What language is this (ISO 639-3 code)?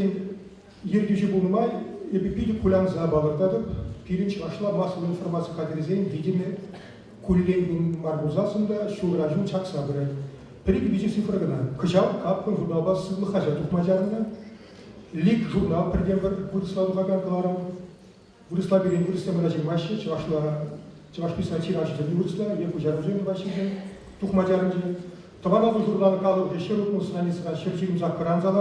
chv